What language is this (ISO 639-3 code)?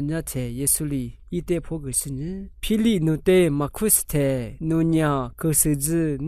lis